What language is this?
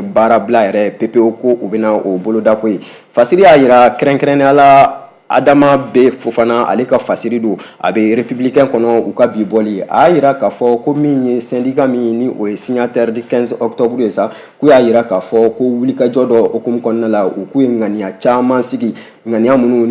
Bambara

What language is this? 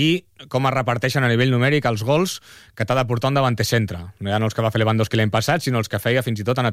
Catalan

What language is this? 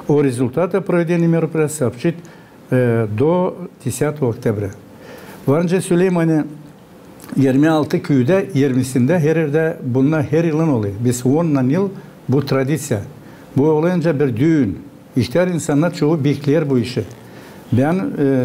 Gagauz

